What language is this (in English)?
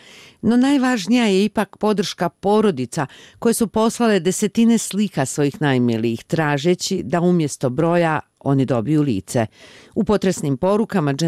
Bosnian